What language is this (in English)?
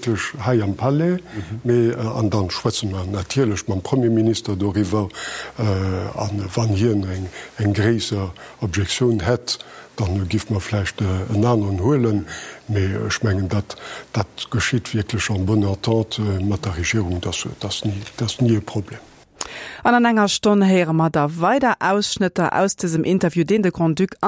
Luxembourgish